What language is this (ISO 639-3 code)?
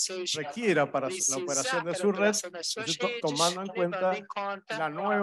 spa